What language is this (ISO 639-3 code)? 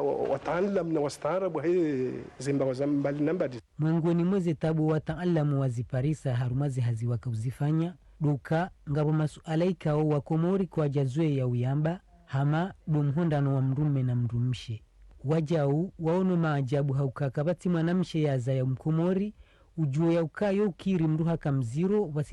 zdj